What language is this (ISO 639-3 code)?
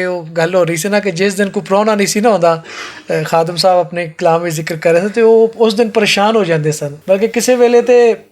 lah